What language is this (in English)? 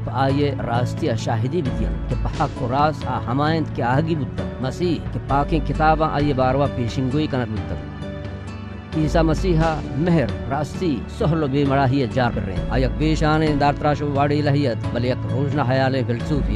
Baluchi